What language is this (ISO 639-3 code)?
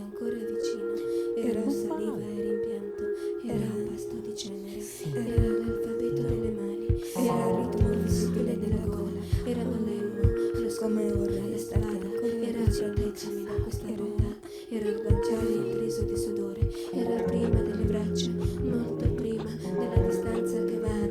ita